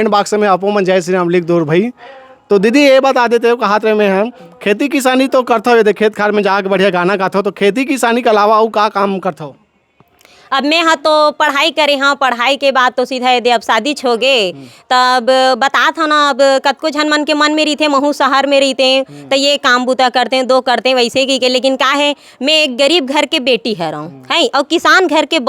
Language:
Chhattisgarhi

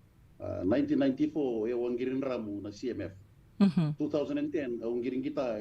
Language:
Fijian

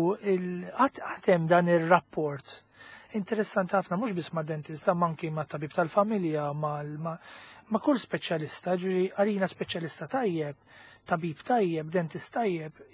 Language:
Maltese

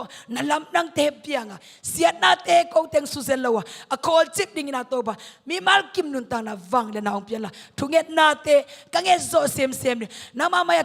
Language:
Tedim Chin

